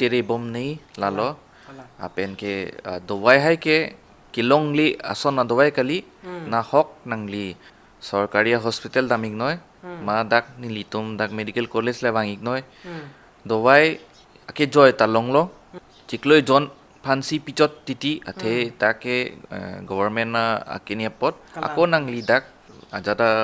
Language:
Karbi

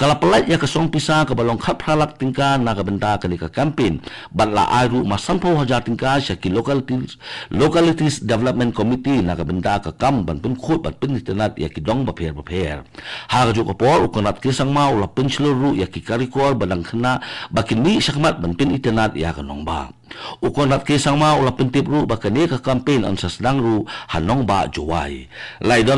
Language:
Khasi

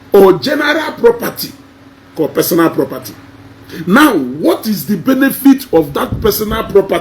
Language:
Igbo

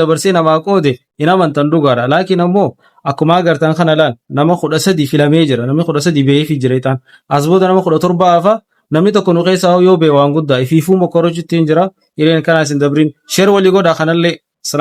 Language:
Oromo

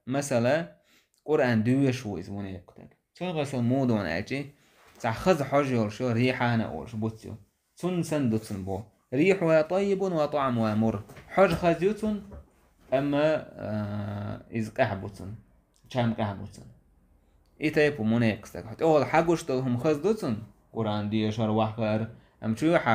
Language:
Chechen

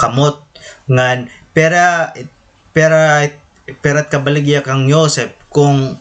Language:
Waray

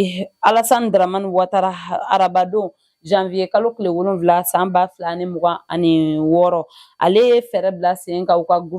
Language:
Bambara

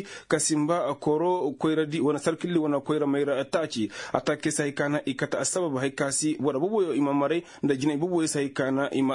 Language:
Koyraboro Senni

